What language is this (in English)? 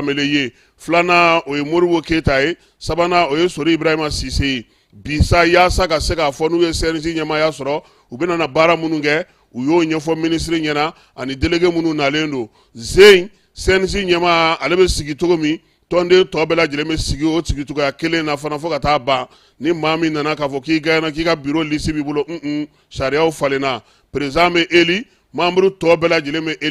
Bambara